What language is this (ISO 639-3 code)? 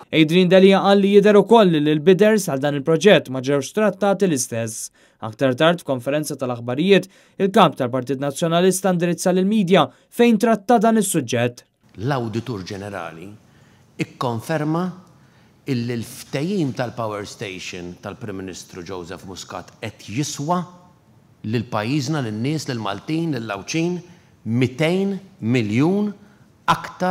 mlt